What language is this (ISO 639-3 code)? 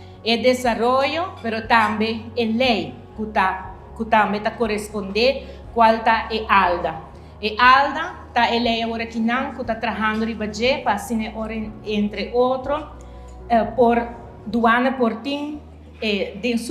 pap